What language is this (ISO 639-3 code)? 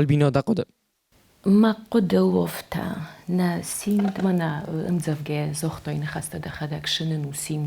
oss